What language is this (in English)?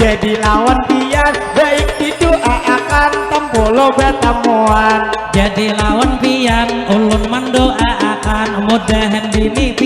Banjar